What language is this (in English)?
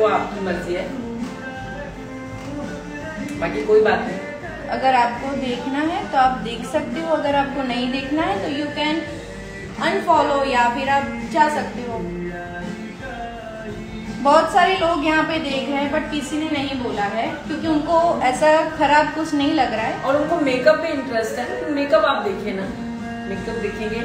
Hindi